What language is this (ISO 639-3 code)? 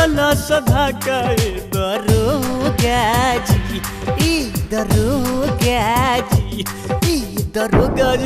bho